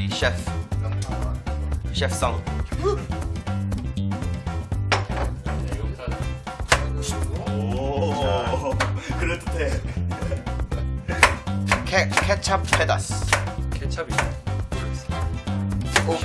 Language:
Korean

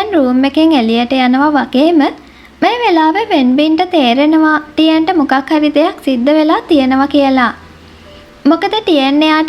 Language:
Sinhala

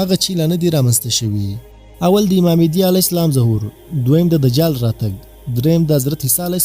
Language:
Pashto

